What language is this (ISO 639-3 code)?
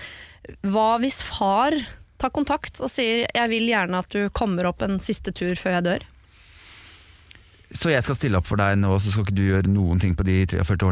nor